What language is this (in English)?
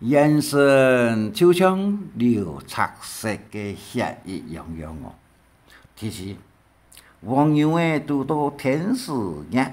Hakka Chinese